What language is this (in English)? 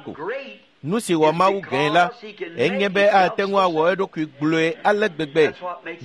Ewe